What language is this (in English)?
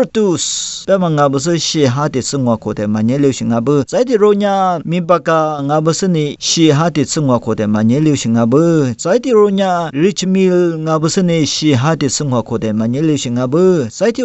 Lisu